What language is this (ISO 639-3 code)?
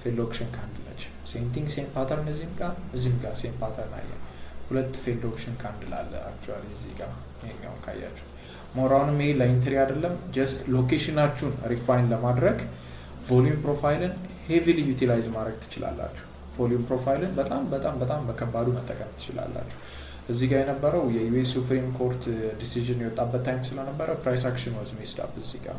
amh